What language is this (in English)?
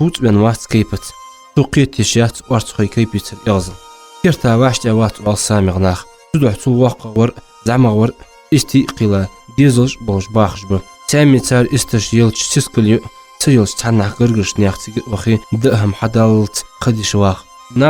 Ingush